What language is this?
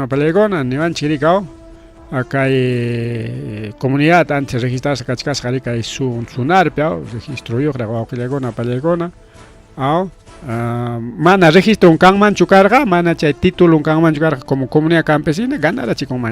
Ayacucho Quechua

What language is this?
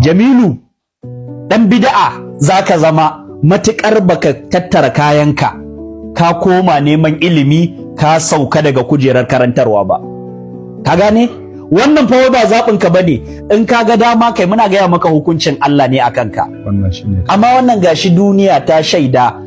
Hausa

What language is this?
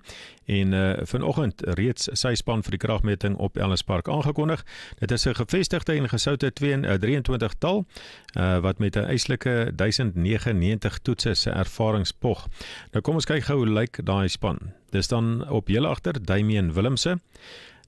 Afrikaans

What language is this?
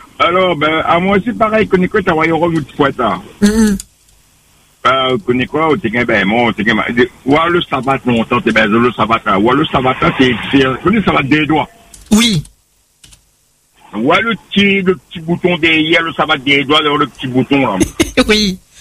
French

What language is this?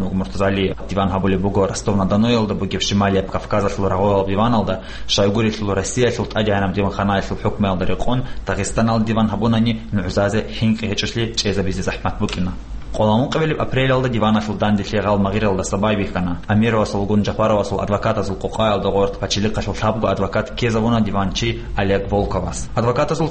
Avaric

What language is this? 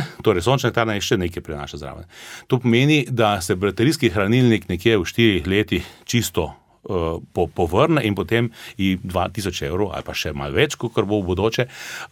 Slovenian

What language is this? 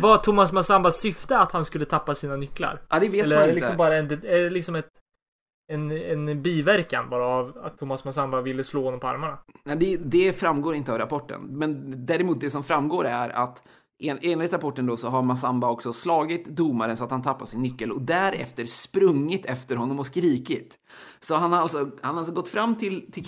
Swedish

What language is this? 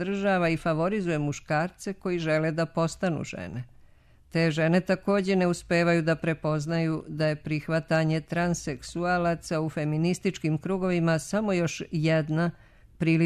Serbian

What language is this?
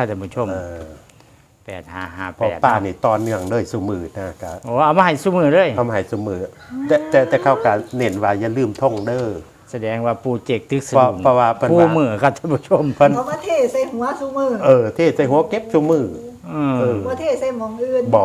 Northeastern Thai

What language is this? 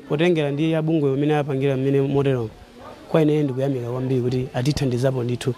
Nyanja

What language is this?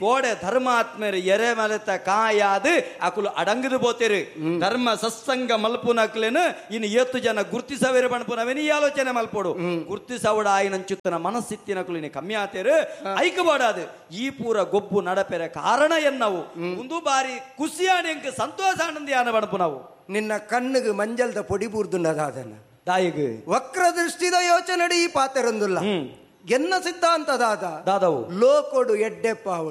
Tulu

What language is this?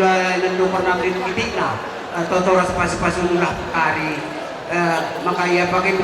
Batak Karo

